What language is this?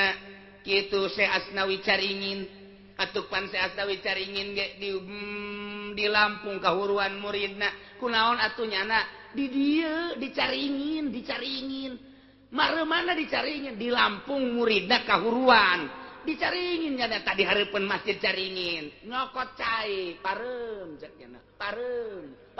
Sundanese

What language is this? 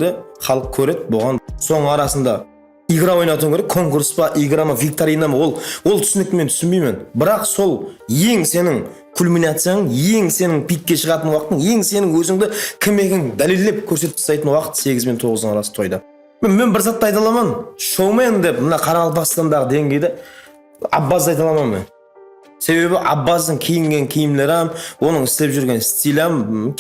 Kara-Kalpak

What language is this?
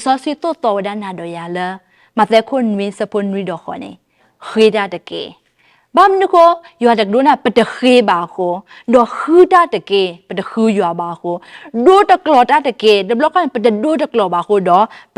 S'gaw Karen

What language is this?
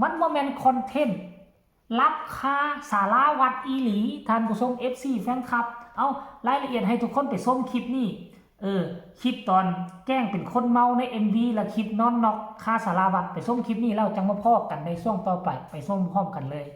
Northeastern Thai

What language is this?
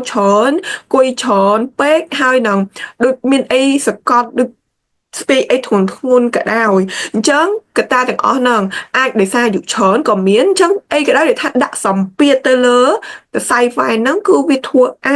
Khmer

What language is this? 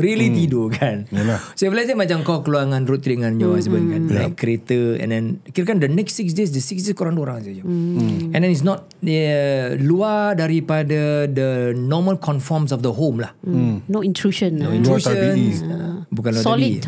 Malay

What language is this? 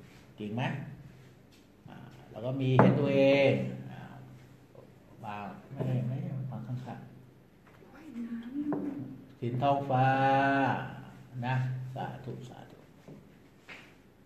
Thai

